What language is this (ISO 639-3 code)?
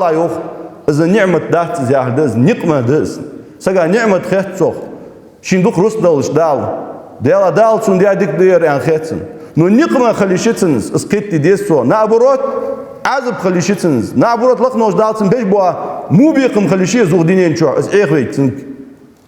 inh